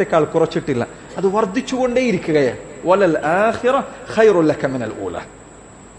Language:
Malayalam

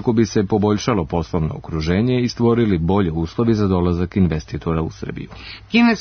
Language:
Serbian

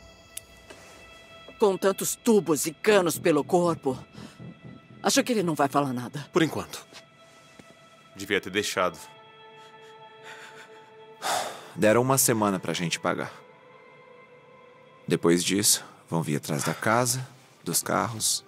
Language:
Portuguese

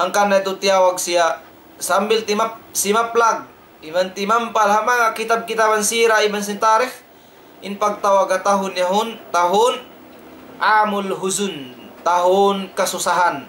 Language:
Tausug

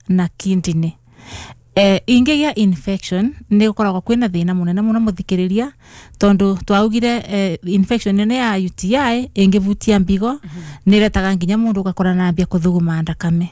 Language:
Kikuyu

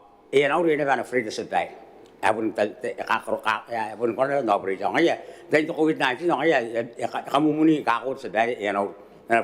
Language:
Gilbertese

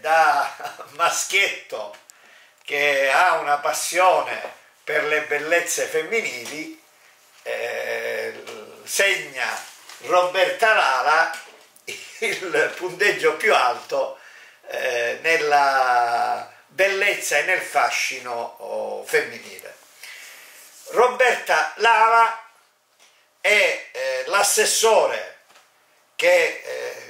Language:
Italian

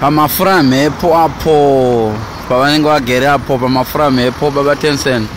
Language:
Shona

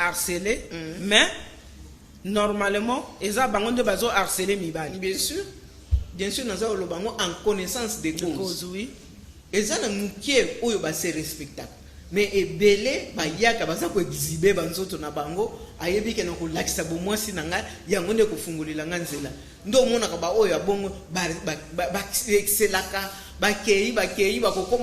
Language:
Lingala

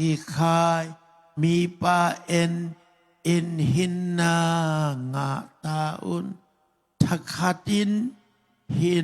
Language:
Tedim Chin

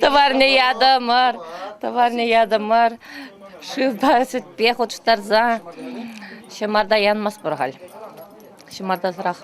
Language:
Chuvash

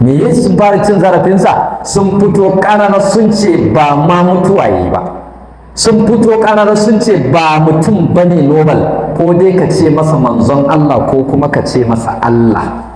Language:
Hausa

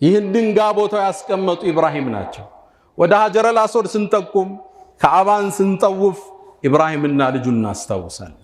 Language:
Amharic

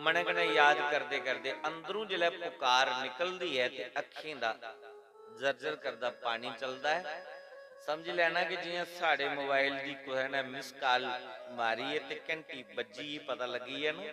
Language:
Dogri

